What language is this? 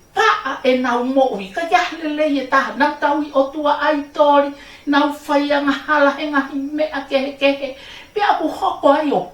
Tongan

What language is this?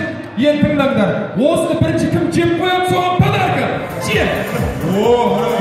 Kazakh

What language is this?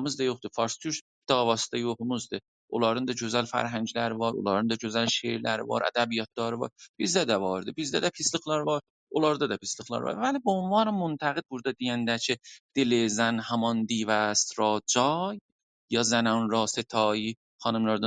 South Azerbaijani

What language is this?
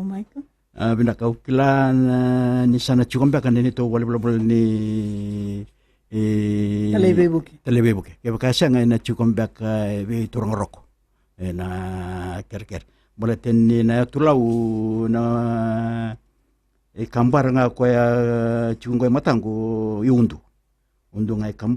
Fijian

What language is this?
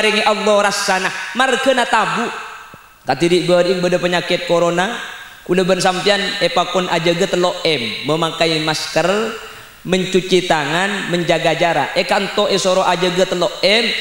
Madurese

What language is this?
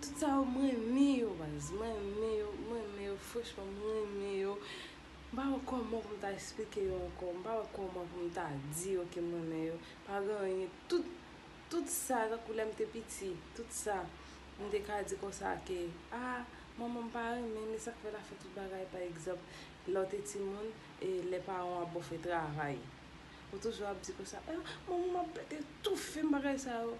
Haitian Creole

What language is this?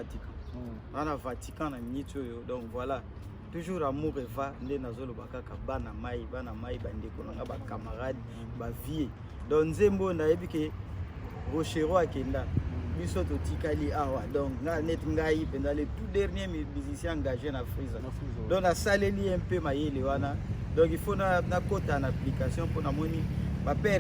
Lingala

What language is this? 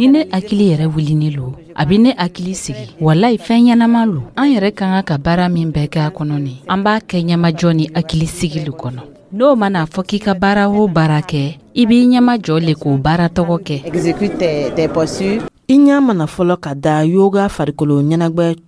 Dyula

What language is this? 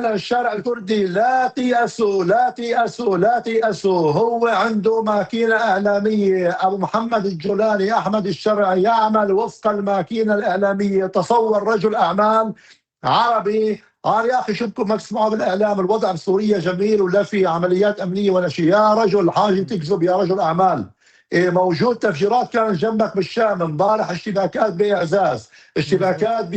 North Levantine Arabic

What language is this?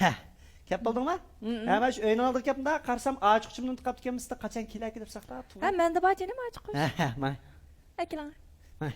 Uyghur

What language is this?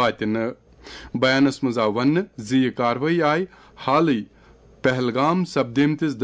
Kashmiri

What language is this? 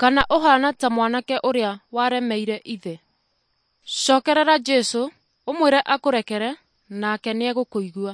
Kikuyu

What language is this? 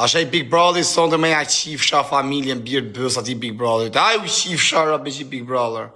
Albanian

